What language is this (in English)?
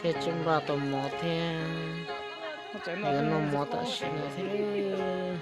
Hmong